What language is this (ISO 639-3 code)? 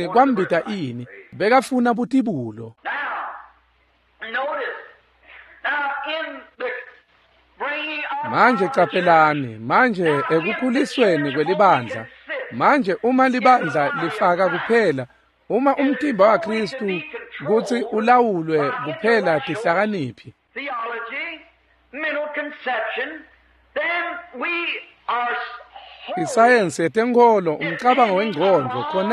ssw